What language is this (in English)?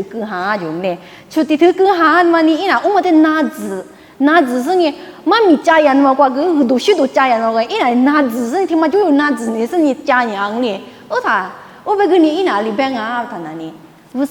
Lisu